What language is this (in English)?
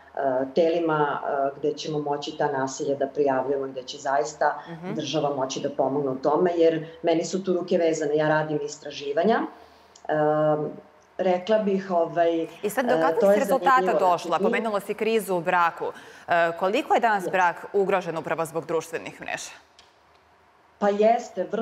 Serbian